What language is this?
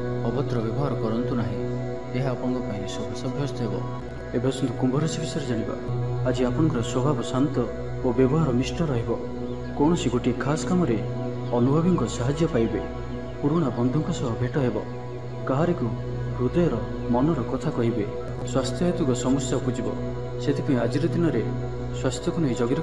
Odia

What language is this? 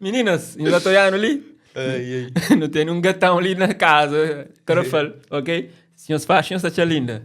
Kabuverdianu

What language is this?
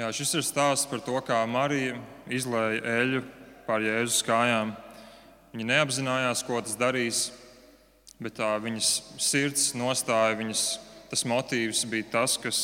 Latvian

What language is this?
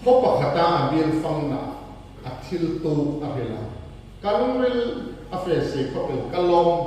Hmar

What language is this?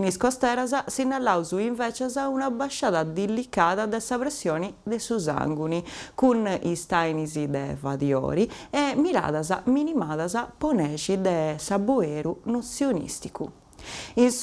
Sardinian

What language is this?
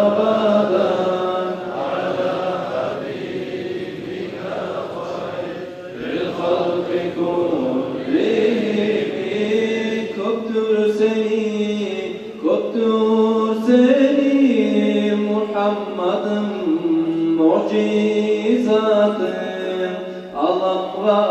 Kumyk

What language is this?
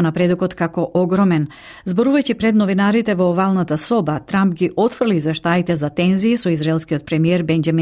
Macedonian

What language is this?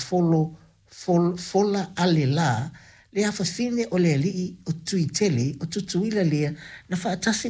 Samoan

